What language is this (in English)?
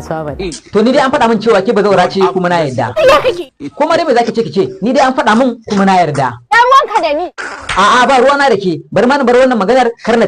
Hausa